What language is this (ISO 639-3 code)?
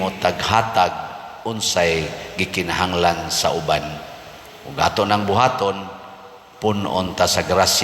ceb